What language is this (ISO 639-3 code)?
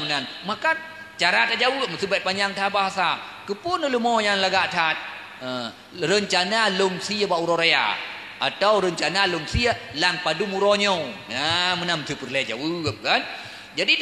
ace